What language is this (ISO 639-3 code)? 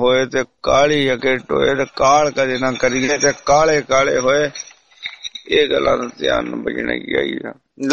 pan